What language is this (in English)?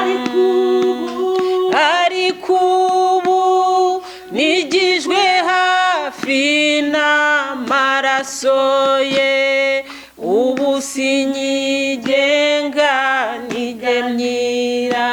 Kinyarwanda